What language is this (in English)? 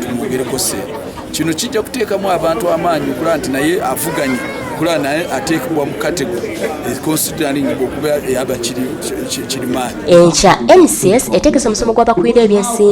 Ganda